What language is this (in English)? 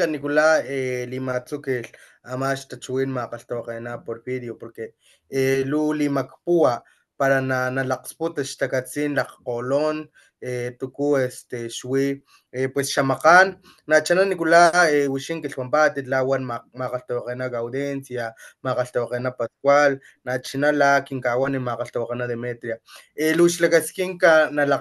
Papantla Totonac